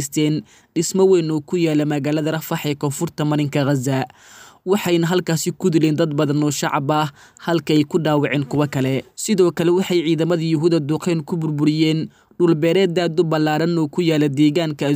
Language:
Somali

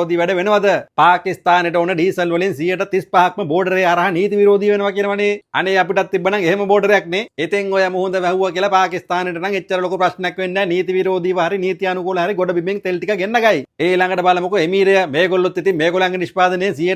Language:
Sinhala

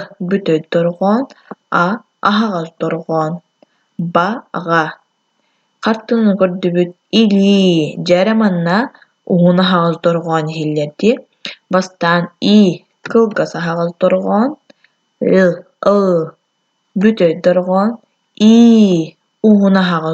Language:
Yakut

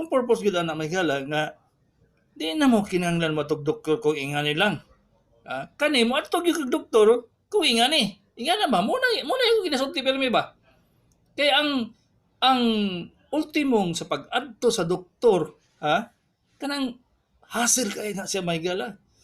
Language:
Cebuano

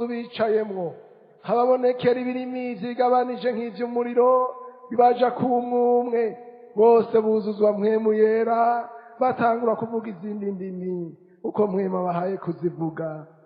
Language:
Rundi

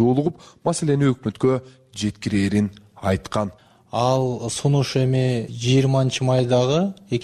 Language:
Kyrgyz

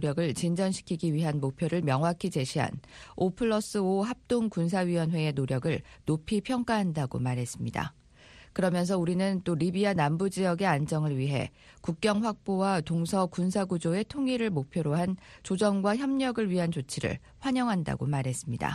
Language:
Korean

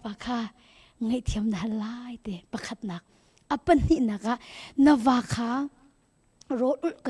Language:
Hakha Chin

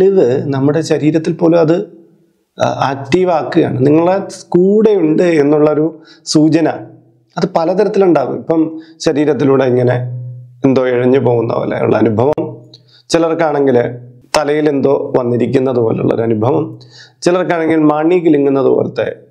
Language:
Malayalam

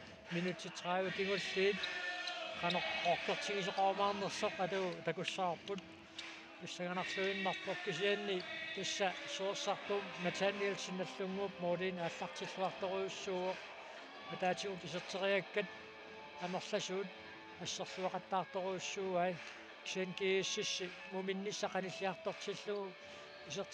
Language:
Kalaallisut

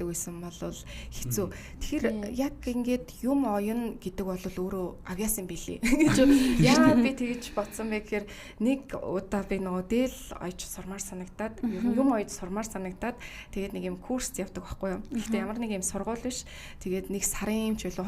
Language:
Mongolian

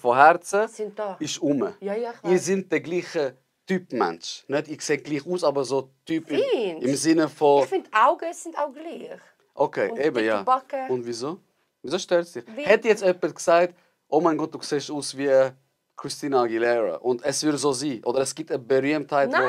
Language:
Swiss German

